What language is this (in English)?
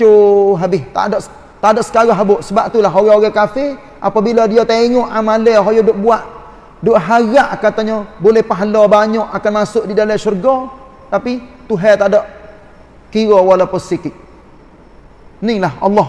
Malay